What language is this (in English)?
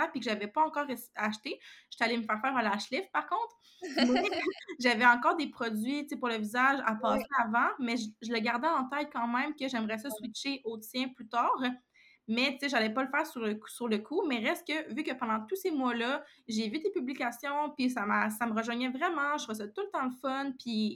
French